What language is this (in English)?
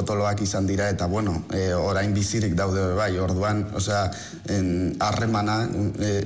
Basque